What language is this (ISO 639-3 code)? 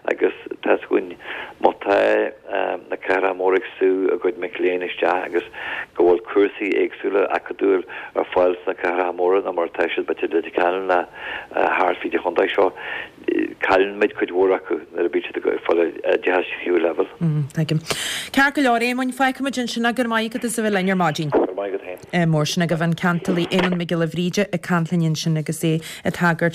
gle